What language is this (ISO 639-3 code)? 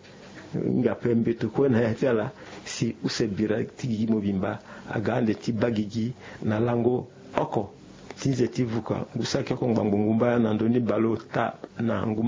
sag